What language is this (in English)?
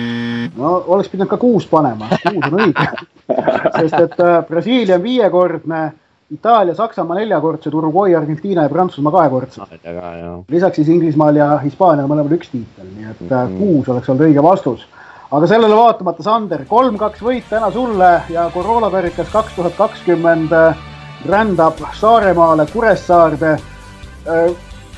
Estonian